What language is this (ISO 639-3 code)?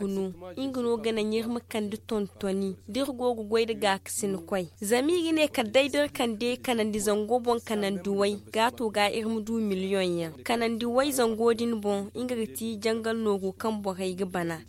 dje